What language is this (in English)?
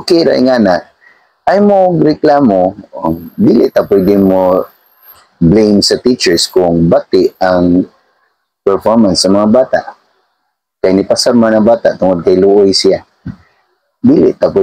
Cebuano